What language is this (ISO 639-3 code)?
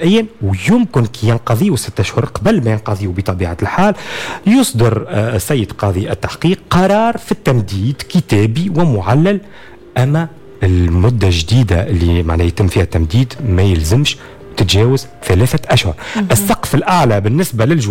aeb